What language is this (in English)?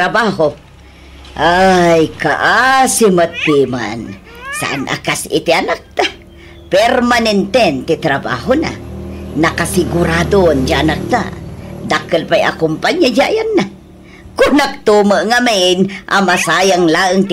Iloko